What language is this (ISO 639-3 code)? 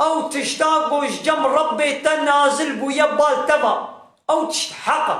kur